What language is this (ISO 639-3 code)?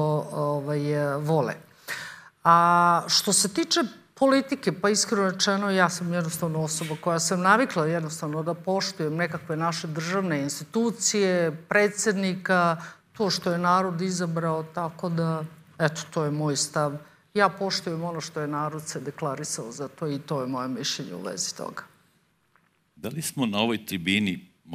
srp